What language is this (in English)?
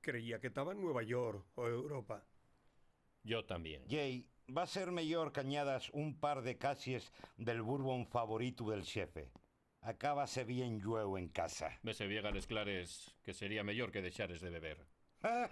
Asturian